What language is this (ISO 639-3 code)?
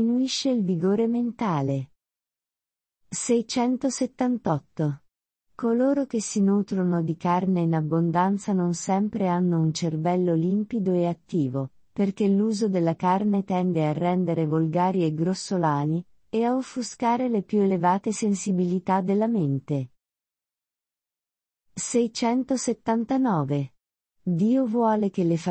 ita